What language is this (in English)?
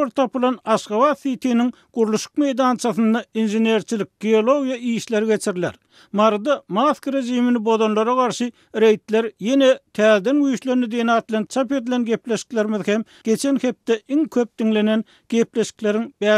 Turkmen